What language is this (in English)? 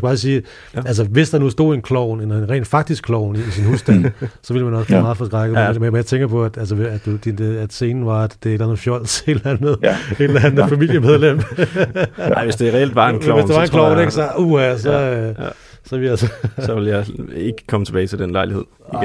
Danish